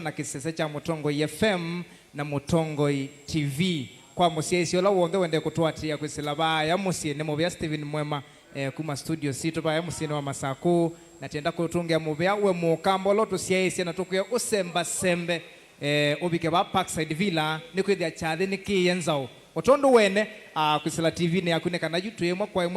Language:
Kamba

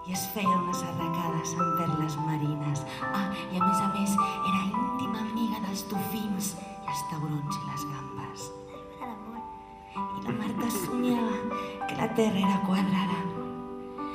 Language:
Catalan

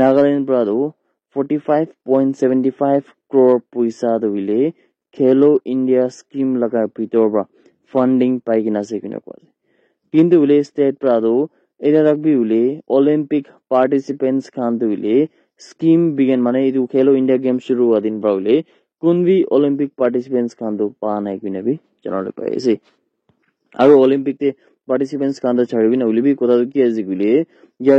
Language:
Naga Pidgin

